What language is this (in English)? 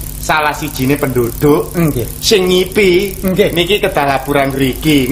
Javanese